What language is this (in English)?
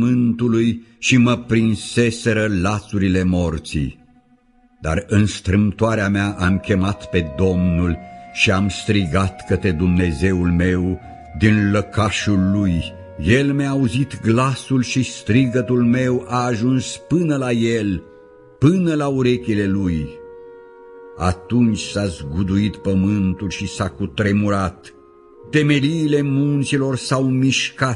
Romanian